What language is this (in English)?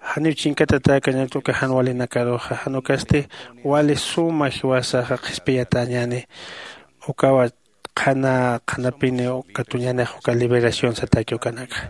Aymara